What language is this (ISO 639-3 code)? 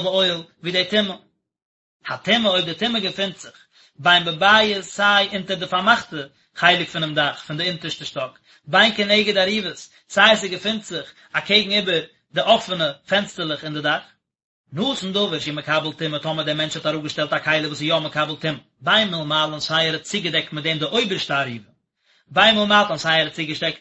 yid